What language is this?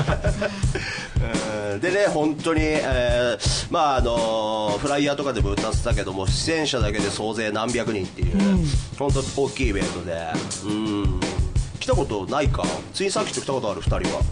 Japanese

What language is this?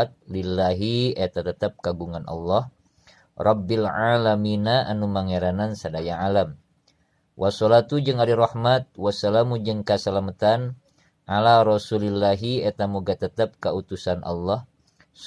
Sundanese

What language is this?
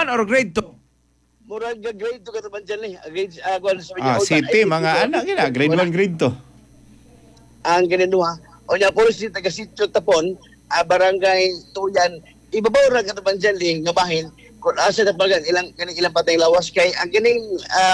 Cebuano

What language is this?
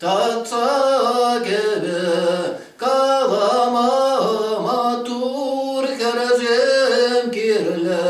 Chuvash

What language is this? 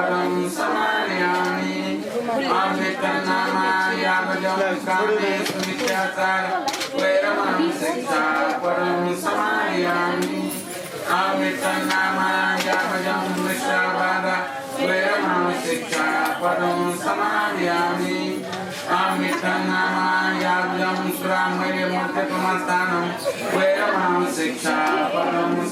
Newari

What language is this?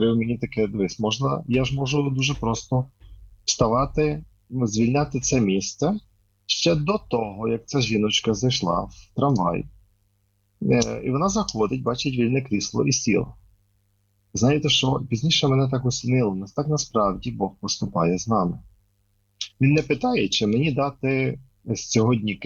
Ukrainian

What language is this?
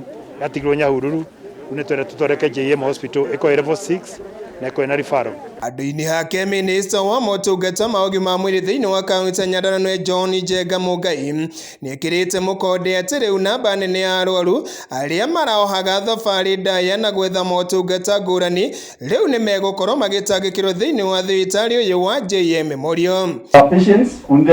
Kikuyu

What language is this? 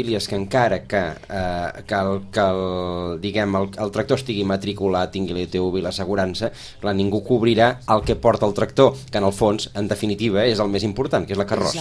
Catalan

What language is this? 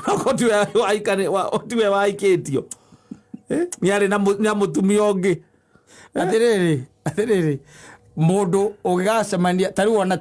Kikuyu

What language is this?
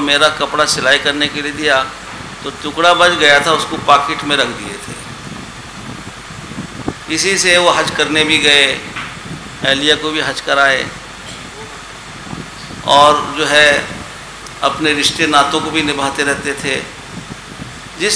Urdu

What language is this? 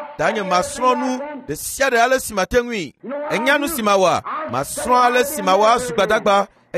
Ewe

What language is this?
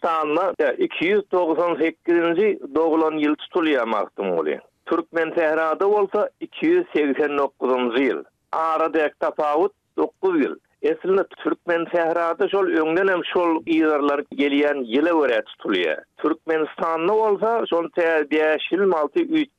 Turkmen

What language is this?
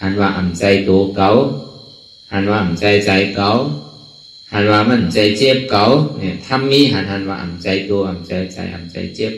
Shan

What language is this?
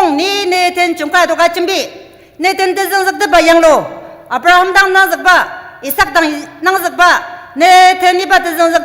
Ao Naga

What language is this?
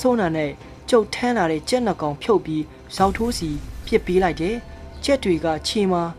Burmese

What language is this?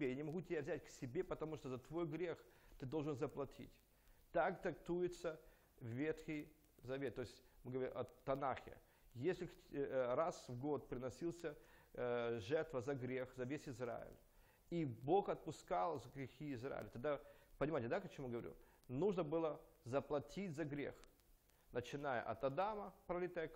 Russian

